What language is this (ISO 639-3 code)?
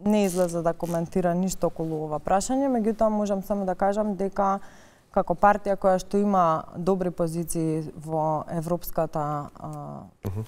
mkd